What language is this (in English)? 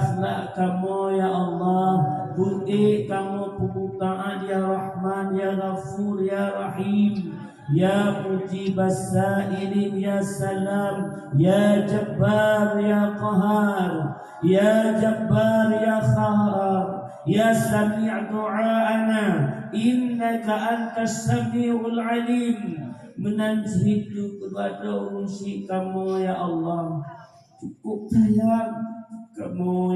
Achinese